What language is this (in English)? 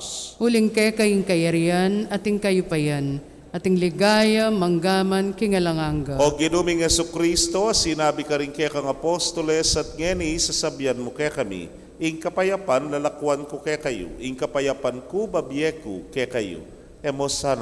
Pampanga